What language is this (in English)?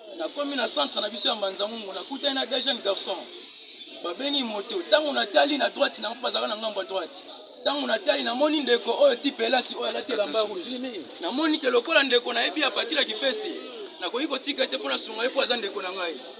Lingala